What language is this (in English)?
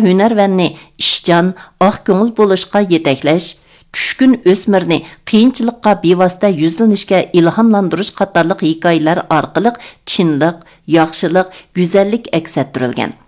Uyghur